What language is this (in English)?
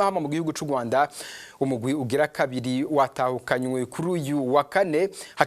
Rundi